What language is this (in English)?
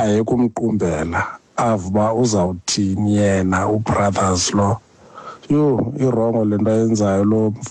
Xhosa